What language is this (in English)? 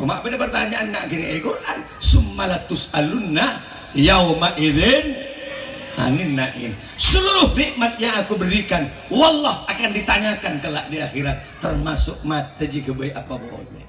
Madurese